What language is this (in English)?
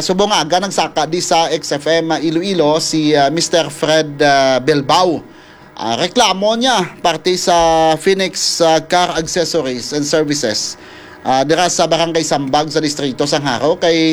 Hiligaynon